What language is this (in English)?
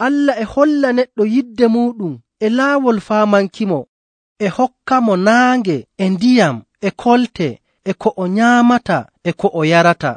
Nigerian Fulfulde